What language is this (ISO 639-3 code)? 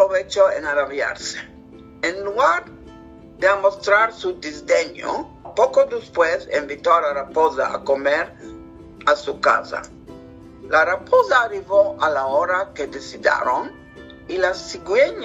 lad